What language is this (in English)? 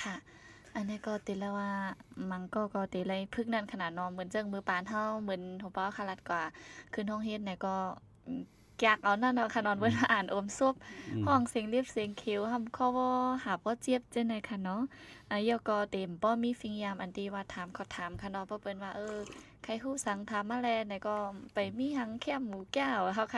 Shan